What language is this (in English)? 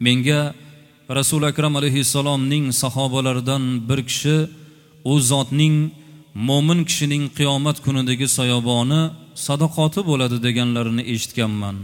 Uzbek